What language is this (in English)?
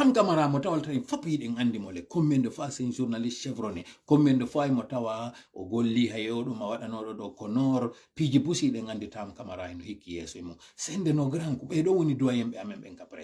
Fula